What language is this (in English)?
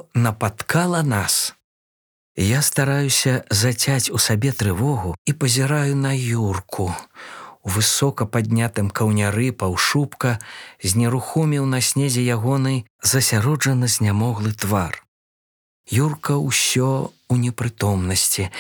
Belarusian